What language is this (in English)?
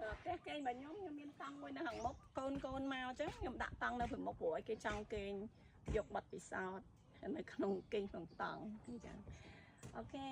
Khmer